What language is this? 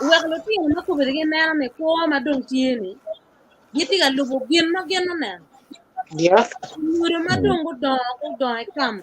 Acoli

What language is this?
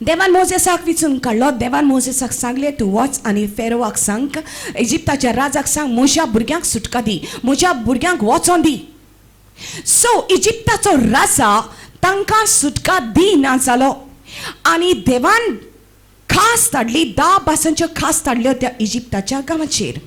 Konkani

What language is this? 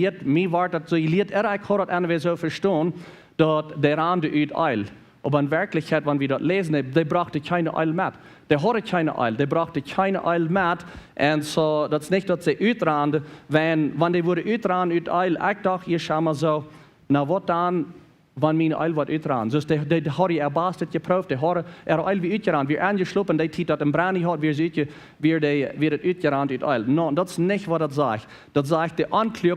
Plautdietsch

